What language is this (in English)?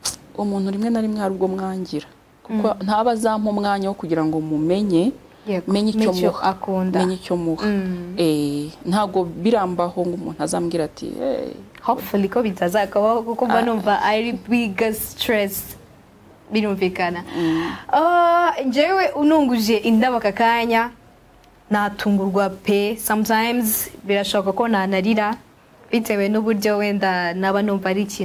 Kinyarwanda